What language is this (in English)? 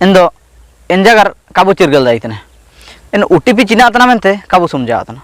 Ho